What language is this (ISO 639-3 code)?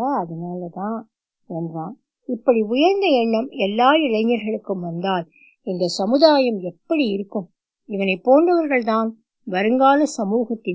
tam